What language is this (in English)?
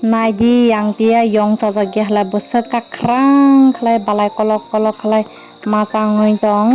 Kok Borok